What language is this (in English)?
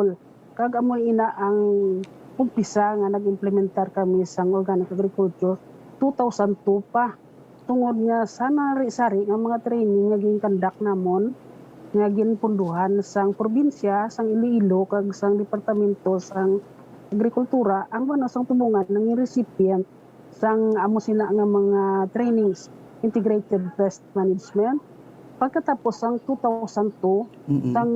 Hiligaynon